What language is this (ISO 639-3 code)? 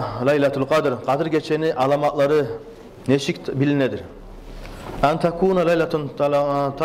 kum